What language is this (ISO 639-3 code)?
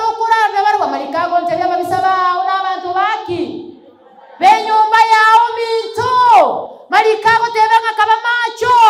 guz